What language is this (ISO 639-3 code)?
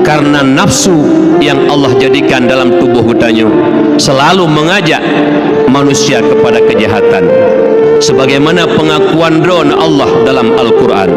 ace